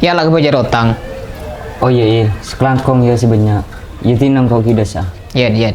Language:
Madurese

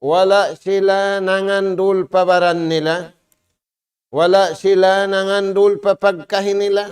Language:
Tausug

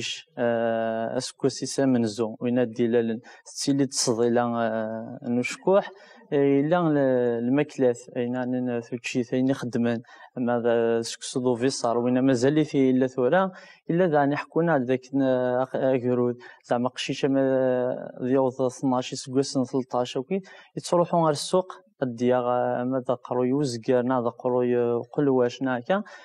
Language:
Kabyle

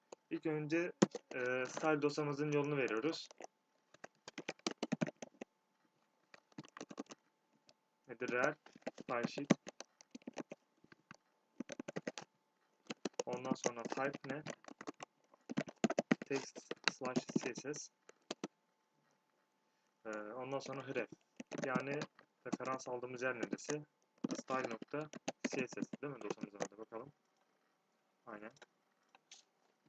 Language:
Turkish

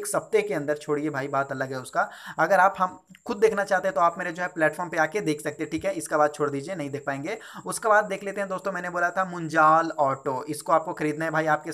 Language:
Hindi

